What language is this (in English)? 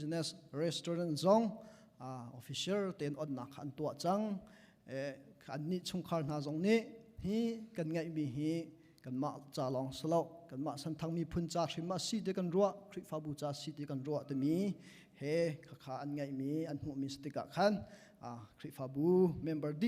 Hakha Chin